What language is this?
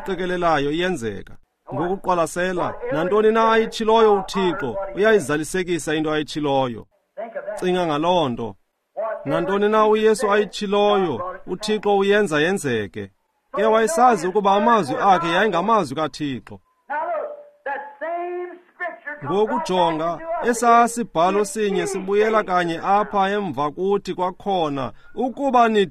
Xhosa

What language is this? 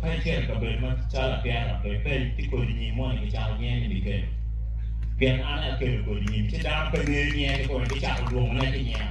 Acoli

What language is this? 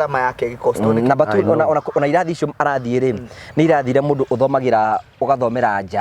Kikuyu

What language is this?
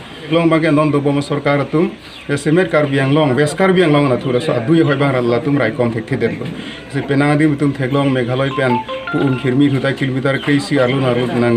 Karbi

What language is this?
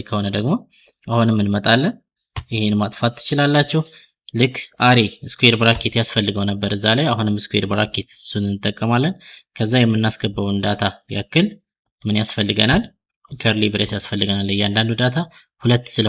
Amharic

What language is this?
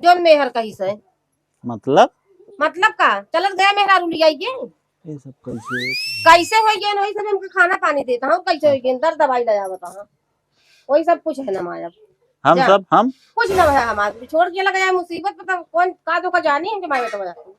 Awadhi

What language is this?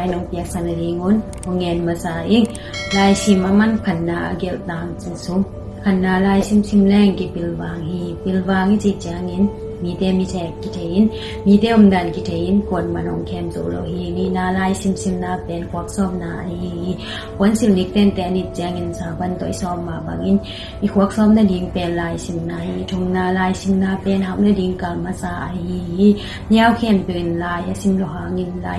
Tedim Chin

